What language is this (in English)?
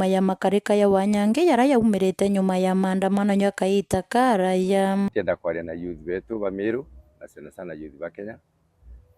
Meru